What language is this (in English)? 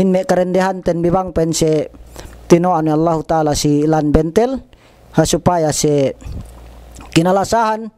Yakan